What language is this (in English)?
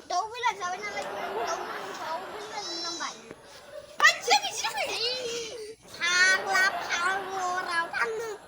Bodo